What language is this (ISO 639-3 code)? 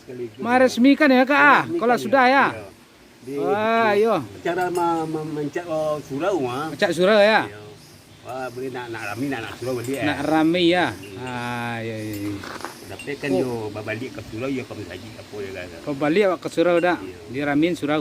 min